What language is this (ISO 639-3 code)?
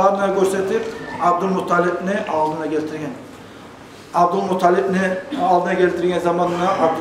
kum